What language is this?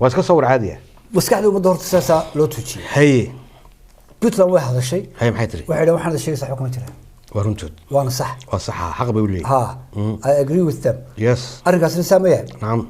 Somali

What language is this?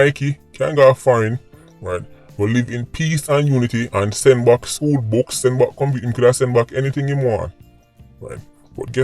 Jamaican Creole English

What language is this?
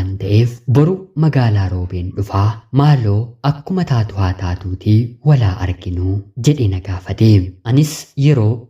Oromo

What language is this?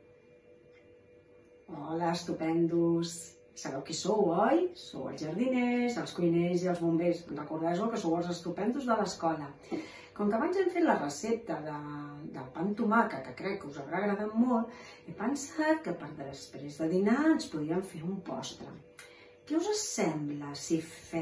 Catalan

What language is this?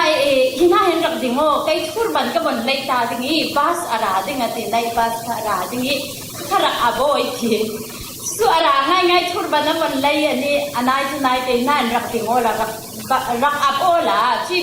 Falam Chin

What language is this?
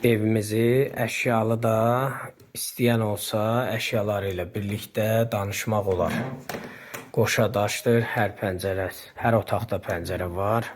Azerbaijani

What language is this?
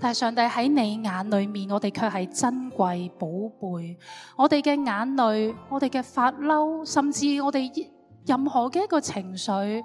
Cantonese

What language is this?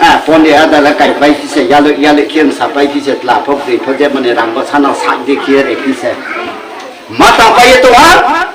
Riang (India)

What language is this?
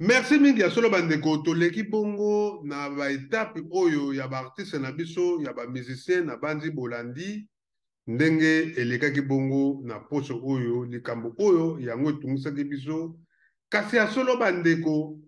Lingala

